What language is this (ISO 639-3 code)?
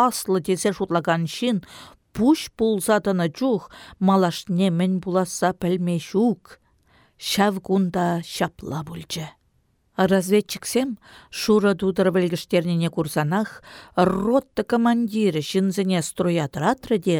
chv